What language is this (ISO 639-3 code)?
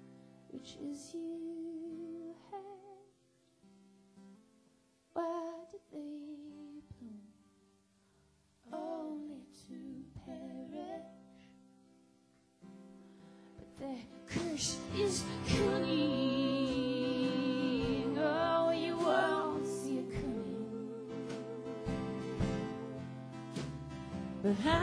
eng